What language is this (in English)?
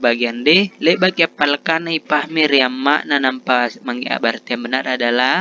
Makasar